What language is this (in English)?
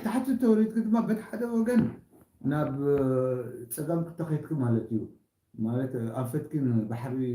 Tigrinya